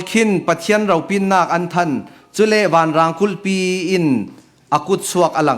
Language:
Falam Chin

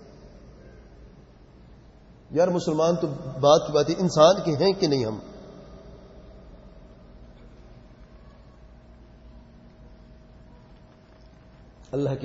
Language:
Urdu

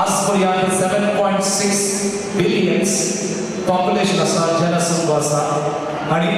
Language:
Konkani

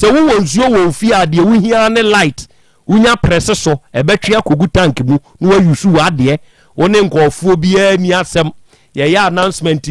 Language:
Akan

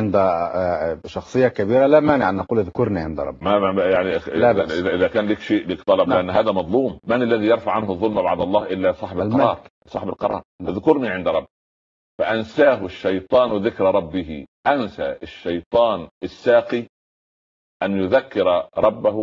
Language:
Arabic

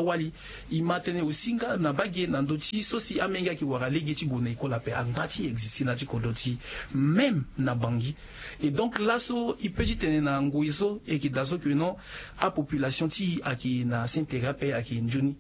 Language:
Sango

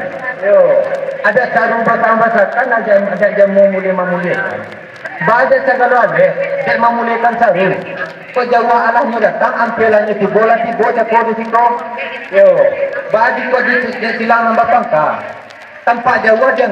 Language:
Minangkabau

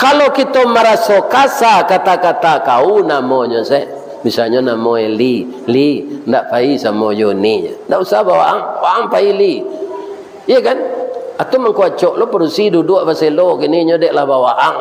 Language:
Minangkabau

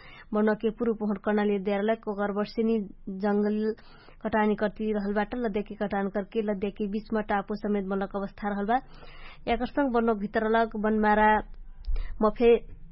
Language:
Dangaura Tharu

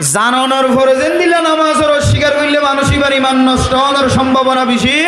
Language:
Rohingya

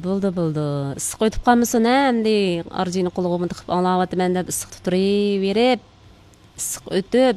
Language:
Uyghur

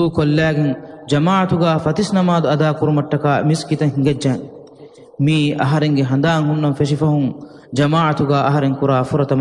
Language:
Divehi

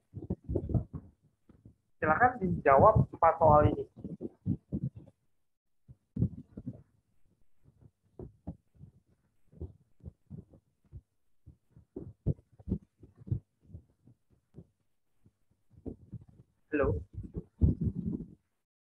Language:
Indonesian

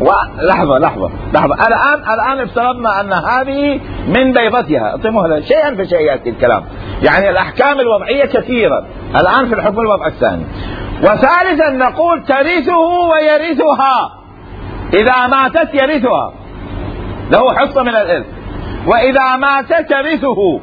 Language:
Mesopotamian Arabic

